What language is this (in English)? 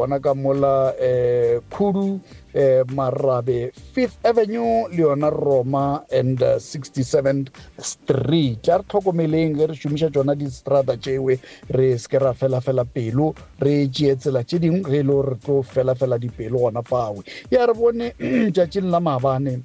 Northern Sotho